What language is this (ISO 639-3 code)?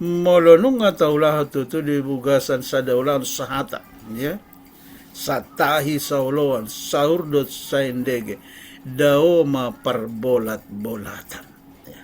bbc